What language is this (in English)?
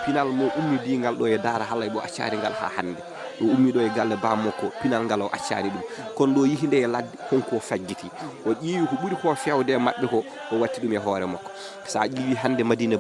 Fula